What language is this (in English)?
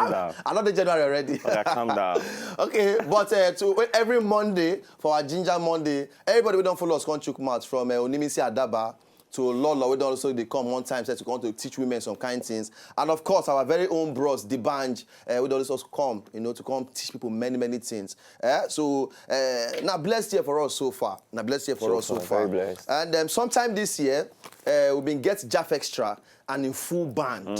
Nigerian Pidgin